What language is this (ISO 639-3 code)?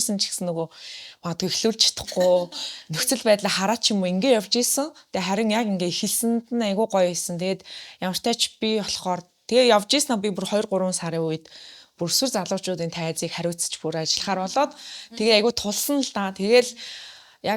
mon